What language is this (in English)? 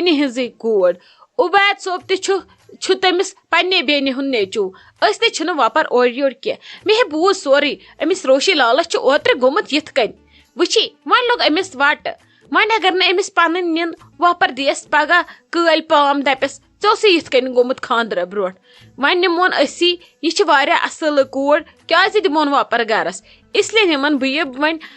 Kashmiri